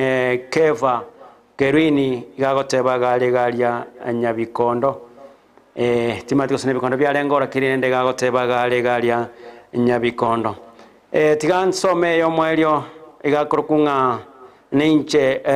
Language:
Gusii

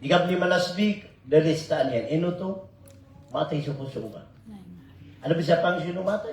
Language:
Maranao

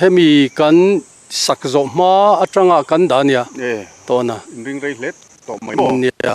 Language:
Mizo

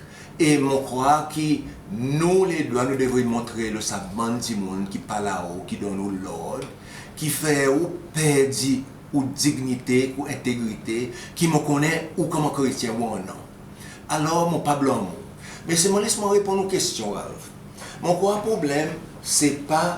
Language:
Seselwa Creole French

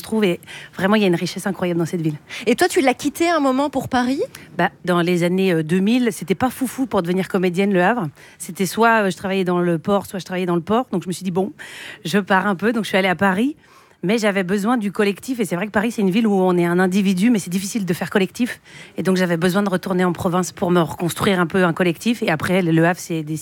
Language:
French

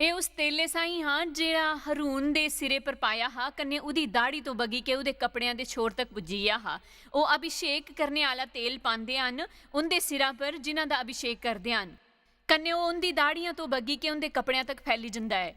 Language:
Dogri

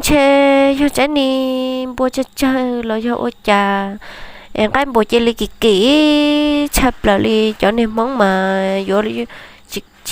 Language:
Hmong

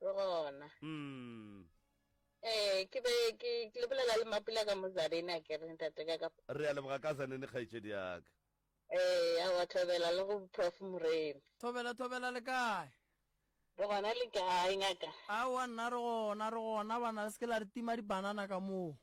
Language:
Northern Sotho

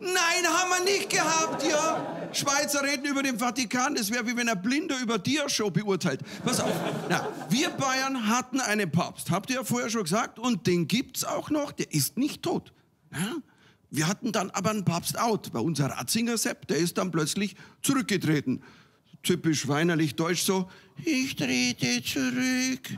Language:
Swiss German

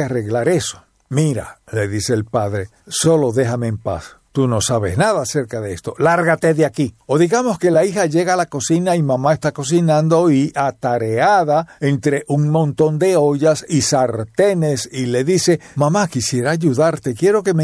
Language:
Spanish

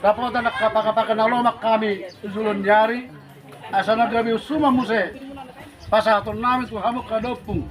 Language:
Batak Toba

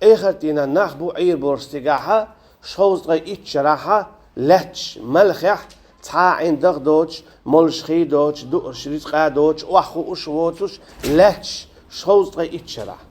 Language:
Chechen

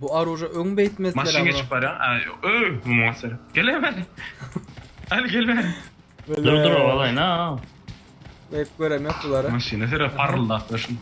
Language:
Turkmen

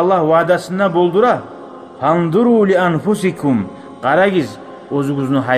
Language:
Kumyk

